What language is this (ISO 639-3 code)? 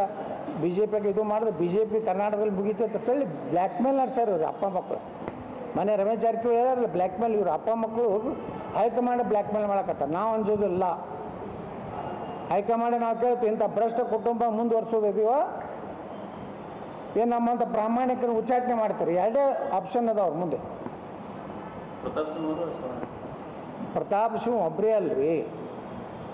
kan